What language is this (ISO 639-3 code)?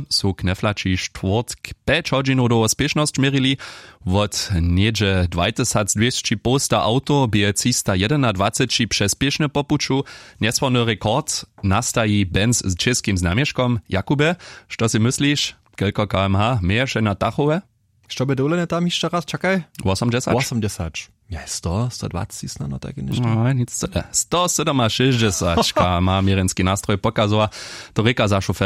hsb